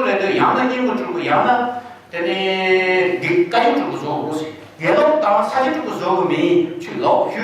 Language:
Tibetan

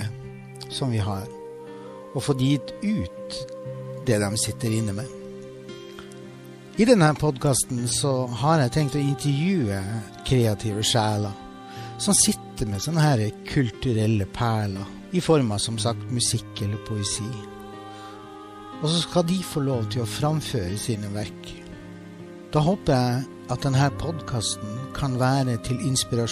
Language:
Norwegian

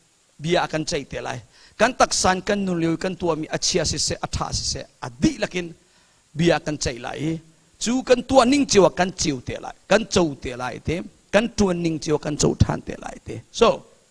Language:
Hakha Chin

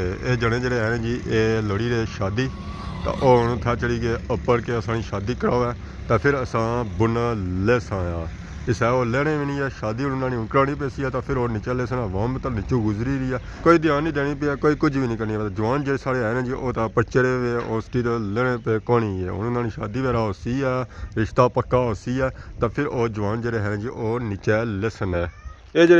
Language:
Pahari-Potwari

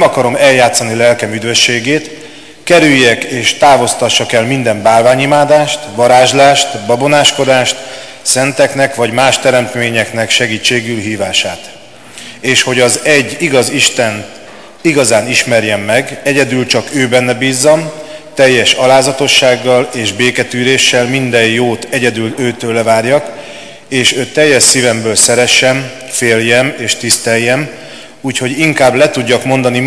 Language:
Hungarian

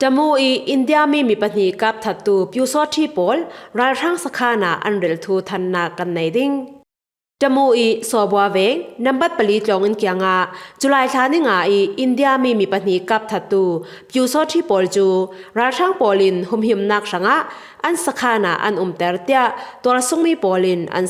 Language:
Falam Chin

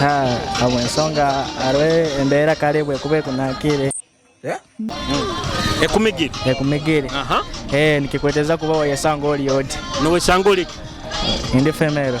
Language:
Nyoro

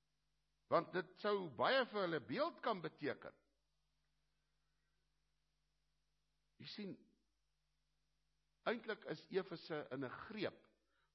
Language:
Afrikaans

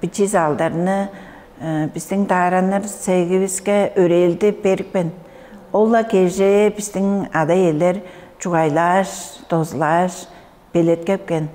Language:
Tuvinian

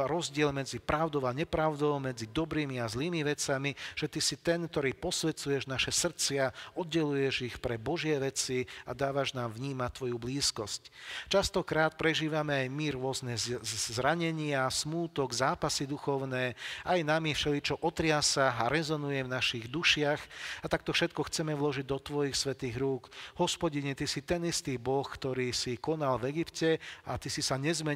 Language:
Slovak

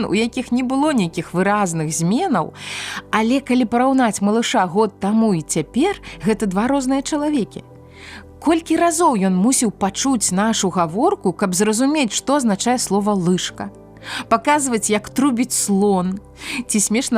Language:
Belarusian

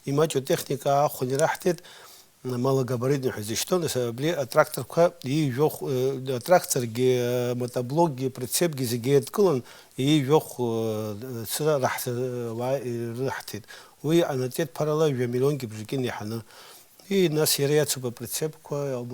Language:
Abkhazian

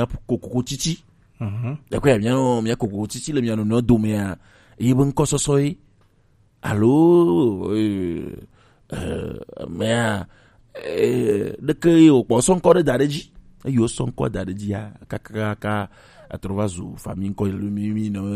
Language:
Gen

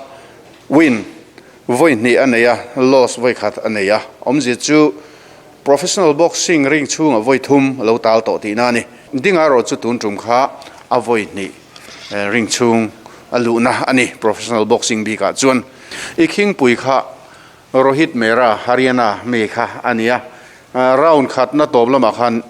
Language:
Mizo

